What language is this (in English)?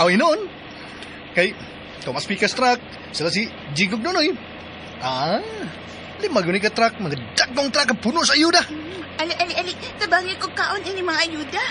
Cebuano